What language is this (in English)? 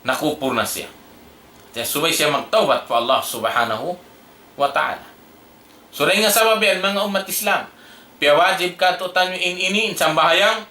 Tausug